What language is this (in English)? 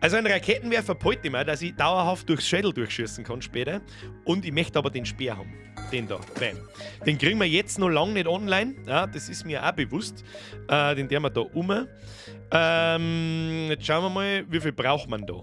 Bavarian